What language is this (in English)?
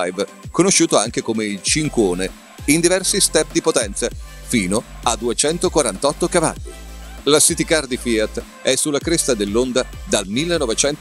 Italian